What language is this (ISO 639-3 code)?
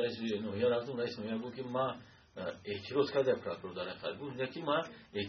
tgk